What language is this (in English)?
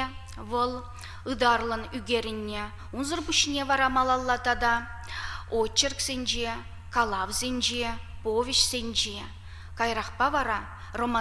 Chuvash